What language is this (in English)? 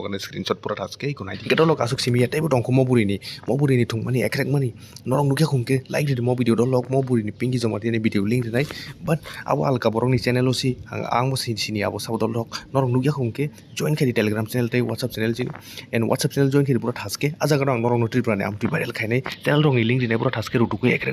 Kok Borok